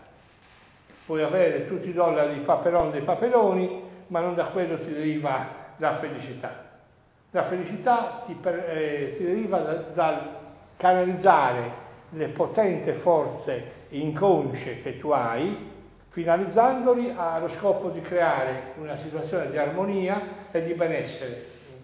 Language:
Italian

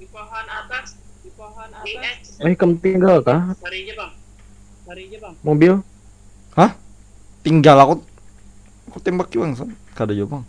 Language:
Banjar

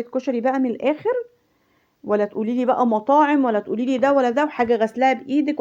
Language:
Egyptian Arabic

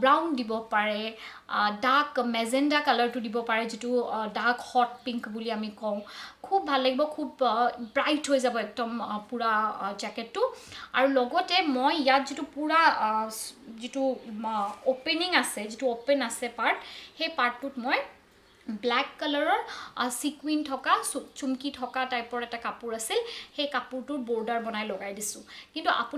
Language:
Assamese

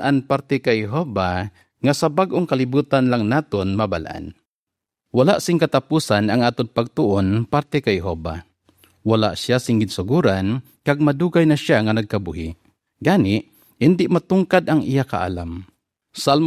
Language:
Hiligaynon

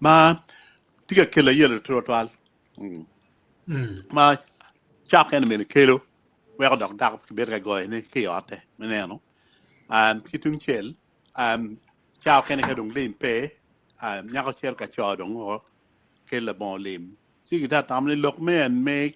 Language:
Acoli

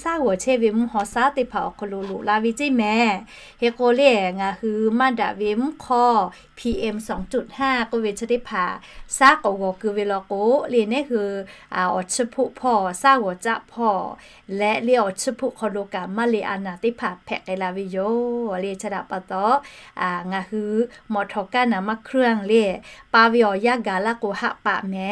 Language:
Lahu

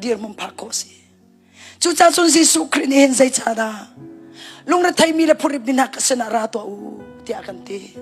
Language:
Hakha Chin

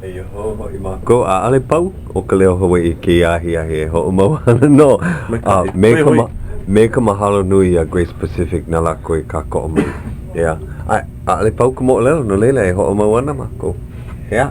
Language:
Hawaiian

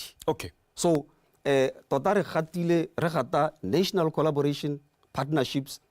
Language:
Tswana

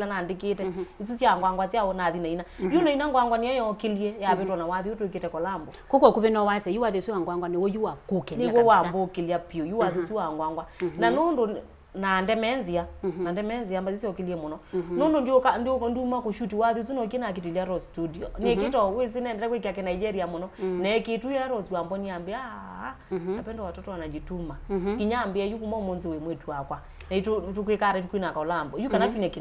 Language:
Kamba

